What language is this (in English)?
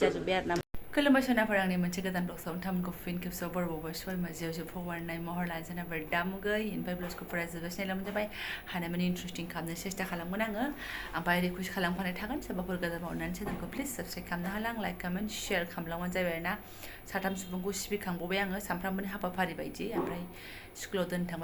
Bodo